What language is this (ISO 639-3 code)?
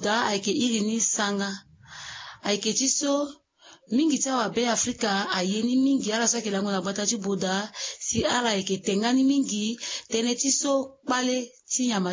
sag